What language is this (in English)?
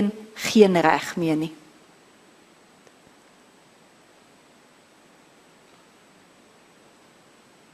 Afrikaans